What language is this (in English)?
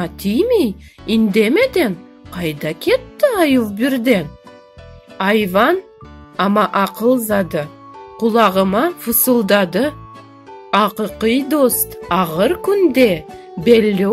Crimean Tatar